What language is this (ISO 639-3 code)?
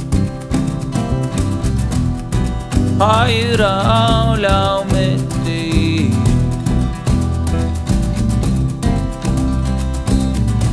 tur